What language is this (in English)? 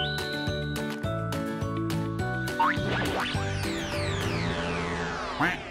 Indonesian